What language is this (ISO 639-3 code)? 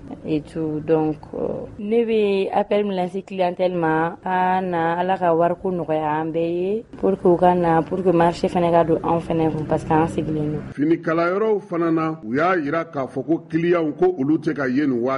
bam